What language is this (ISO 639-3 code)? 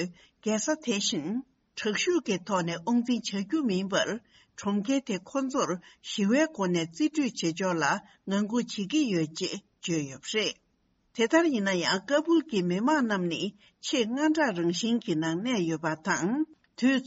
bod